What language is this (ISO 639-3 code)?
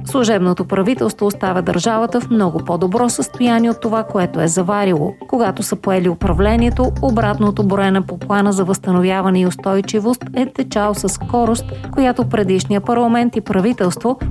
bul